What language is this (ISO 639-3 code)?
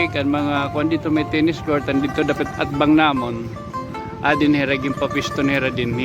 war